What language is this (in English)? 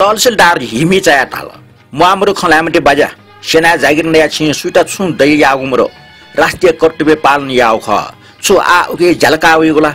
Newari